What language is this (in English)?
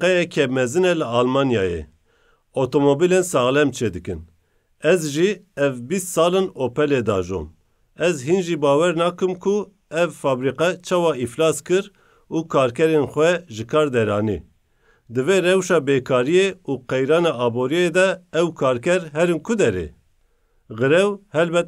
Kurdish